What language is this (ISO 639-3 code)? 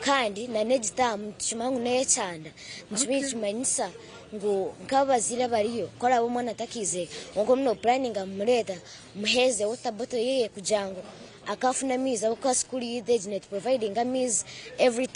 nyn